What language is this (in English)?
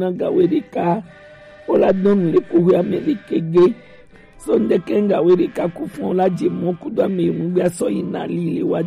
Gen